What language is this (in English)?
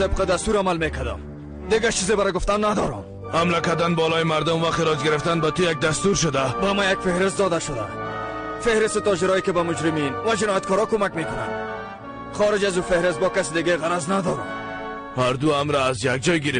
Persian